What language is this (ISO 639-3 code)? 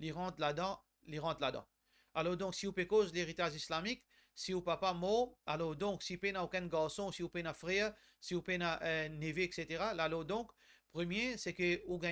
mfe